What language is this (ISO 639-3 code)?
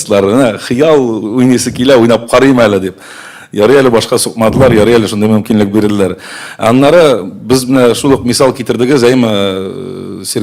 tat